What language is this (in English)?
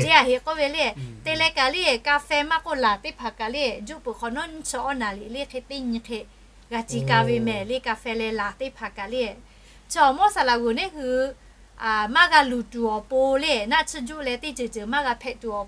Lahu